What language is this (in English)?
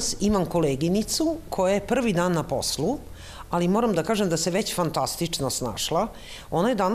Serbian